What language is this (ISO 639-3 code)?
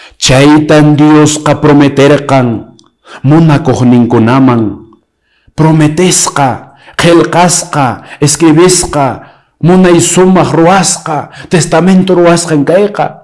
que